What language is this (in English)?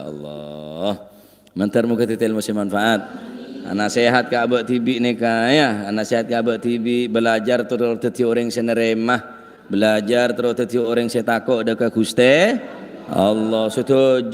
Madurese